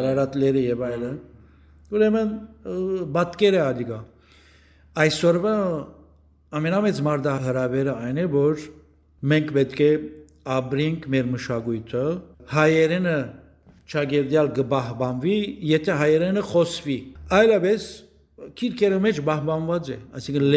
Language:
Western Armenian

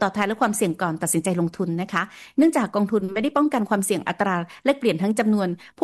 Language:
Thai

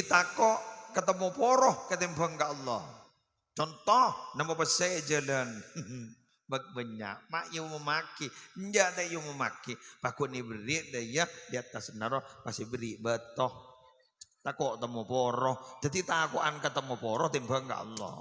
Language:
Madurese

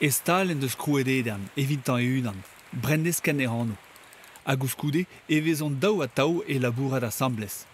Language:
Breton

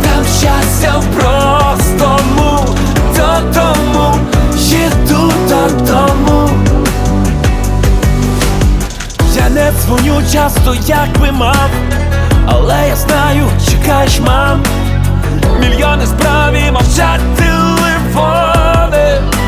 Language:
Ukrainian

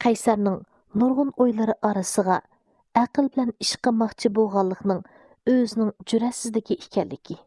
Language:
Uyghur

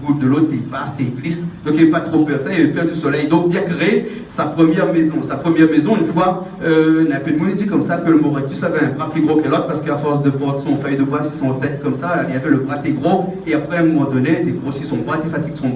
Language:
Réunion Creole French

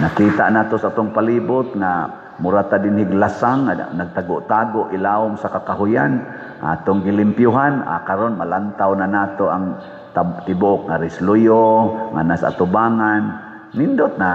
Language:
Cebuano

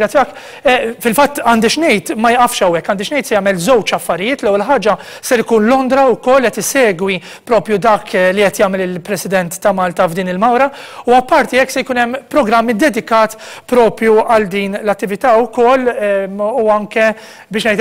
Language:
Maltese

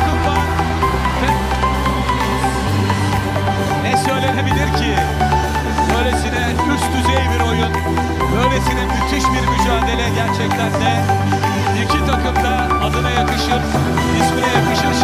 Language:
Turkish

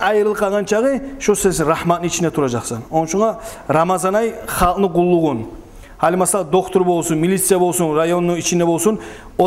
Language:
Kumyk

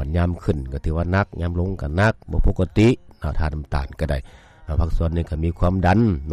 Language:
Lao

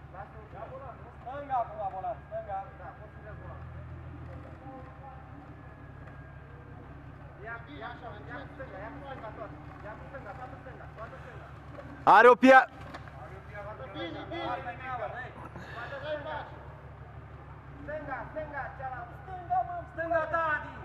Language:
Romanian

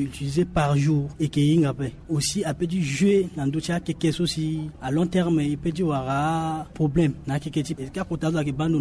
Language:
Sango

